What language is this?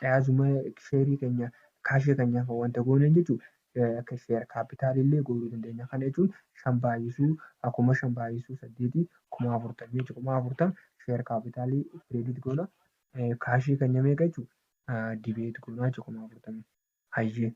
Oromo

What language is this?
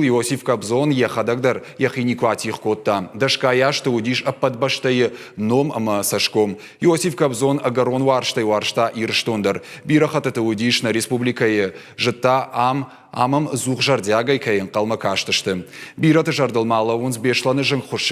Ossetic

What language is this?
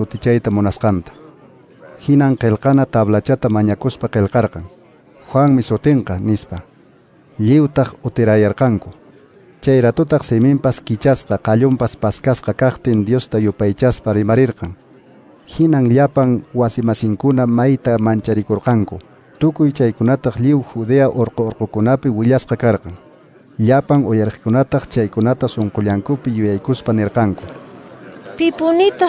Quechua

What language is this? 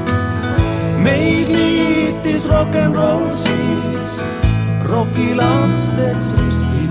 Estonian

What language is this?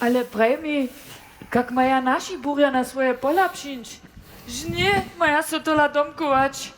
Upper Sorbian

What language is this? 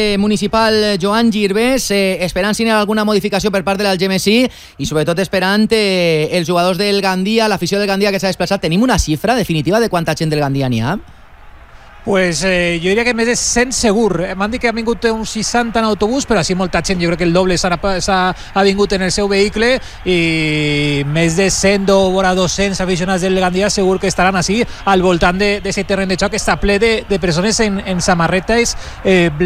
Catalan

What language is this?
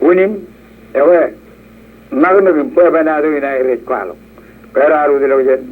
Marshallese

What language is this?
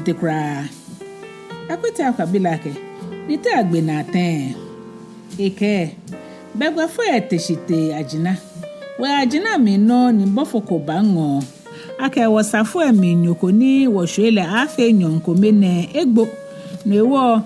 Ga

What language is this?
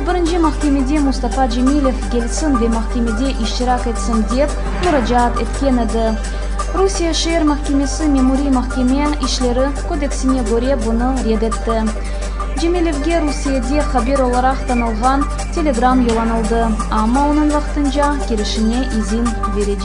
Crimean Tatar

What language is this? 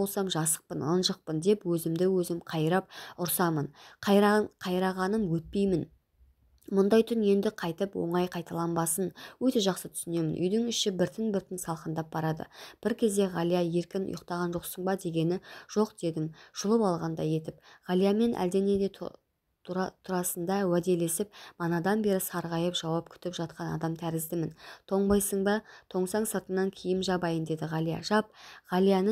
Kazakh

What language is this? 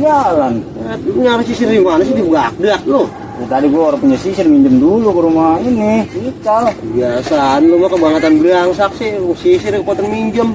Betawi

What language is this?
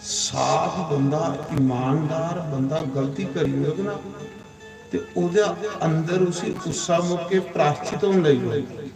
Dogri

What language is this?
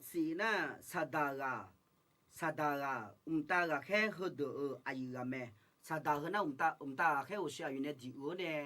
Akha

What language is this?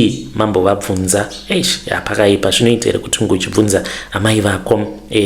Shona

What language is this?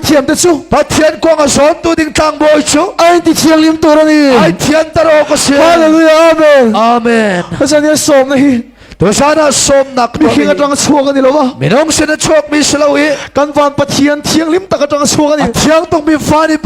Hakha Chin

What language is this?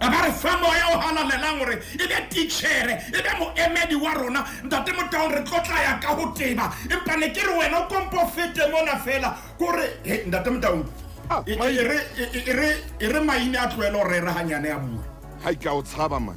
Southern Sotho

